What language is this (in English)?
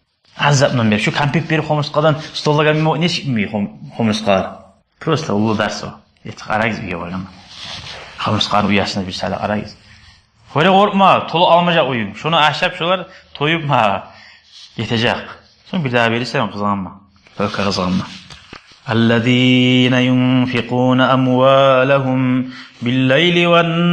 Kumyk